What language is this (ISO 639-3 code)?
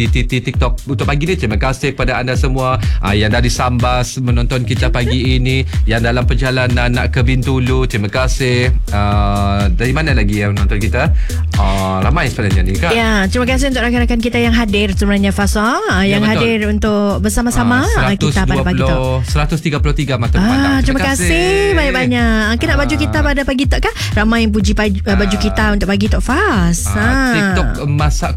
msa